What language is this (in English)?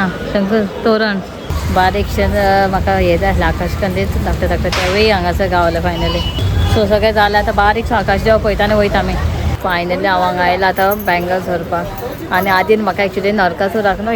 Konkani